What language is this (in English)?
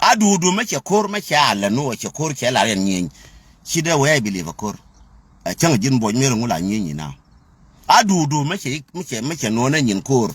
Nuer